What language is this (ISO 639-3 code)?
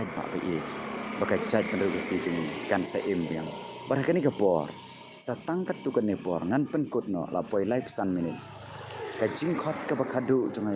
kha